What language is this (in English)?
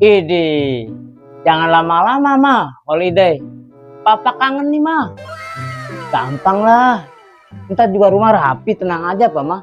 Betawi